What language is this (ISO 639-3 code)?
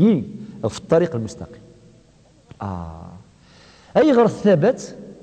kab